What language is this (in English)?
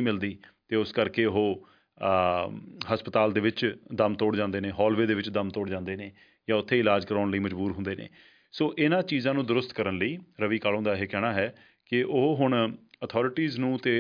Punjabi